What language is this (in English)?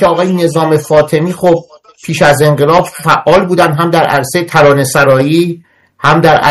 Persian